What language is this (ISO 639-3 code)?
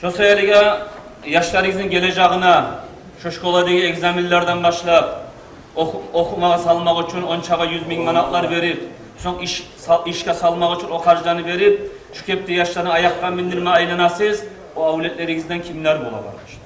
kum